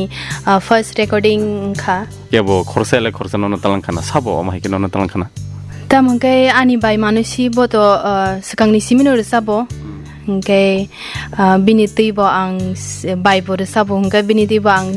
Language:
Kok Borok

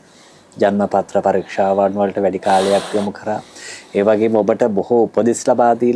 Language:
Sinhala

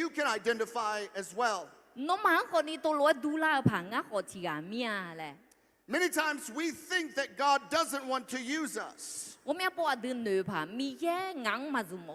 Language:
Akha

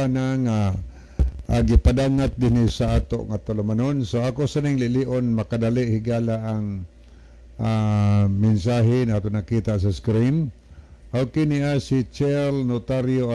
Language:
Cebuano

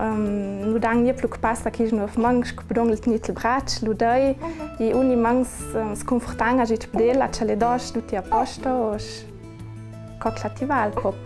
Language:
Ladin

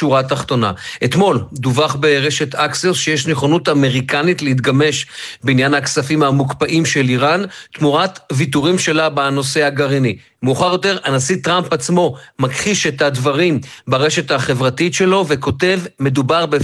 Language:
Hebrew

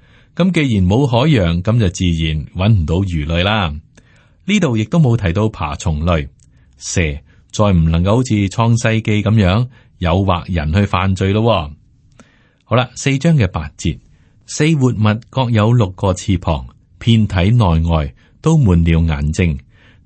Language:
Cantonese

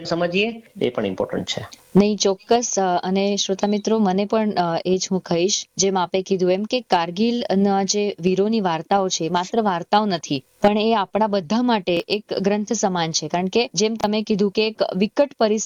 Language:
Gujarati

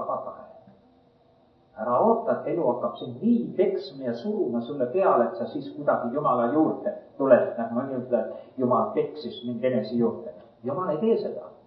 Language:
Estonian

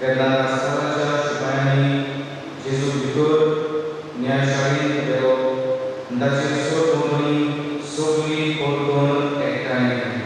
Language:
Konkani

